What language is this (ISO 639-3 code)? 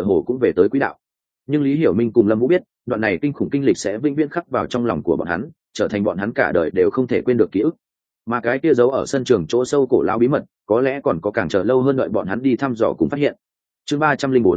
vie